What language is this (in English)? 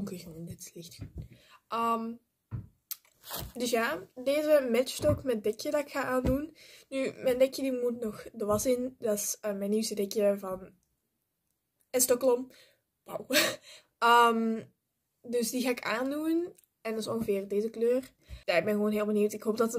Dutch